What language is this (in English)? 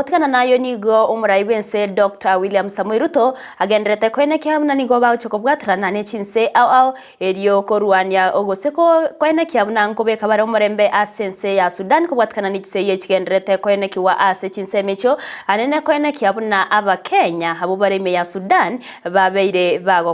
Gusii